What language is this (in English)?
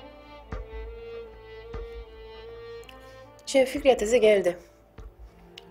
Turkish